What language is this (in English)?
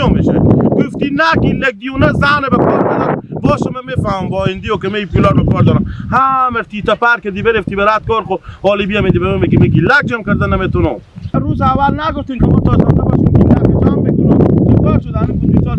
Hazaragi